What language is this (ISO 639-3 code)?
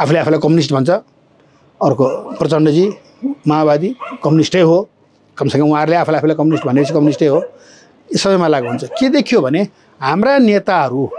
nep